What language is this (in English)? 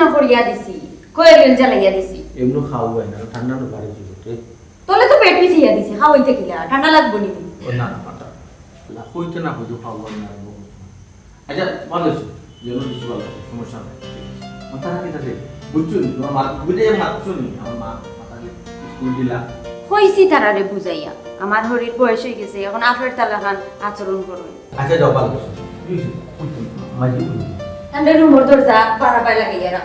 Sylheti